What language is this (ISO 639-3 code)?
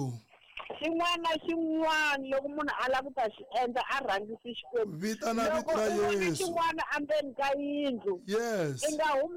tso